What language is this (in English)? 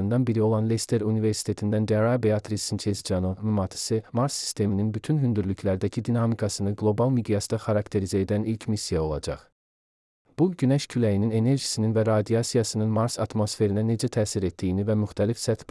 Azerbaijani